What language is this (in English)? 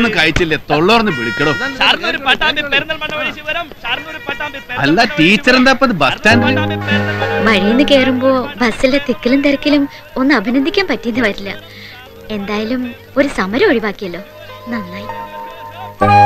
Malayalam